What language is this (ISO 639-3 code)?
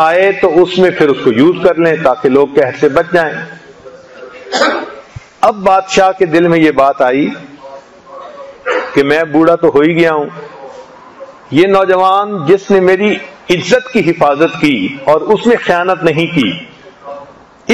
urd